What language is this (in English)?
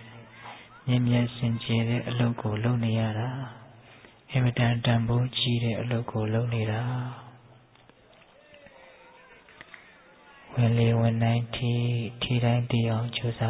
Burmese